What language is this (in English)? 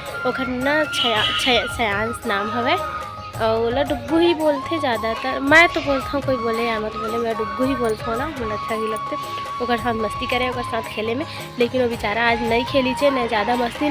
Chhattisgarhi